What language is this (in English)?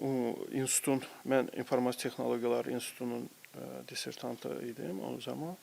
Azerbaijani